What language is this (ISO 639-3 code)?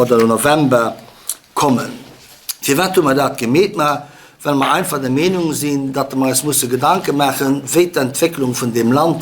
ltz